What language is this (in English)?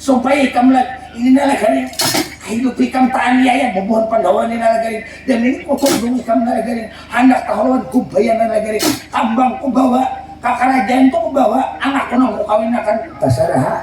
Banjar